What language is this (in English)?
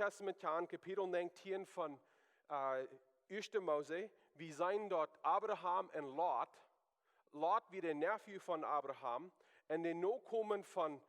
Plautdietsch